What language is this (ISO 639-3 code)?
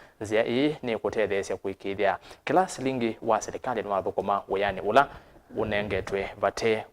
kam